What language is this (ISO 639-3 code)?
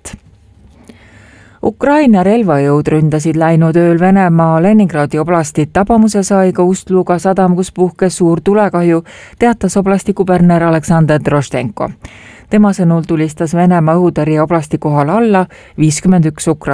est